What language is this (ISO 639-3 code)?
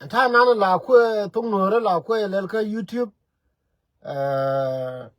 nus